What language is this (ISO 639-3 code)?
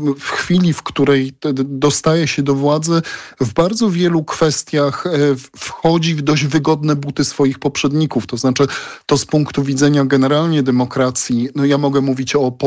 pol